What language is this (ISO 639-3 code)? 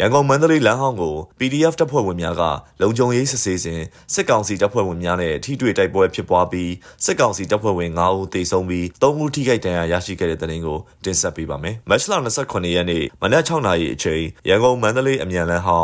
mya